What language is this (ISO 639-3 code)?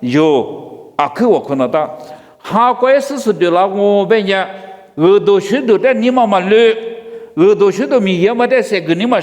lis